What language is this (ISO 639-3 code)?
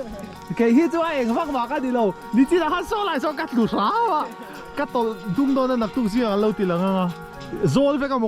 lus